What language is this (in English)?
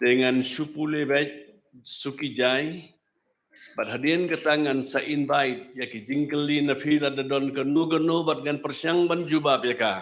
Khasi